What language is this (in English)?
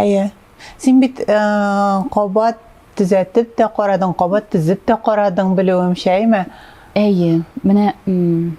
Tatar